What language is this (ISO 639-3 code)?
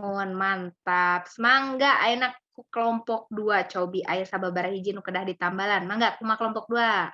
sun